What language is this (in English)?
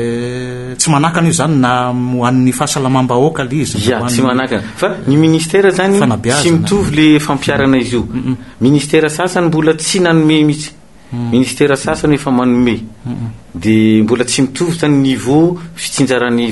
Malagasy